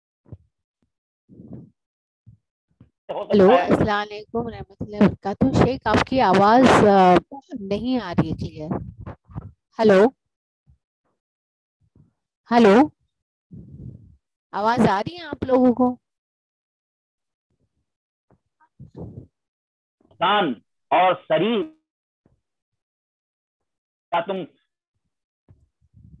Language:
Urdu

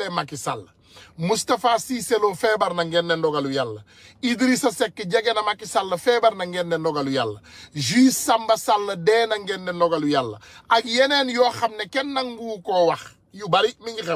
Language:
Wolof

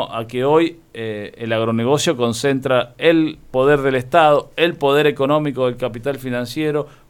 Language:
Spanish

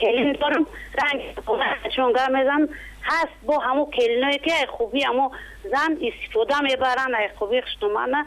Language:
Tajik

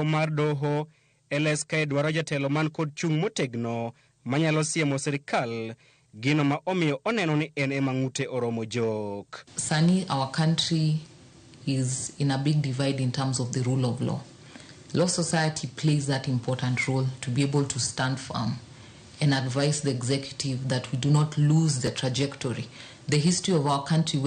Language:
Luo (Kenya and Tanzania)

